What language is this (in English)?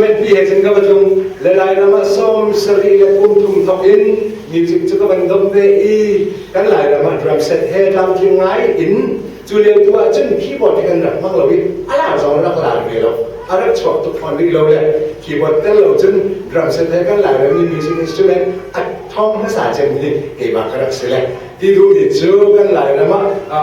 Hakha Chin